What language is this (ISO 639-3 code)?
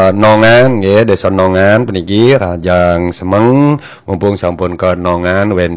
ban